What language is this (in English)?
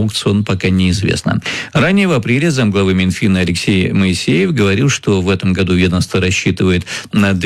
Russian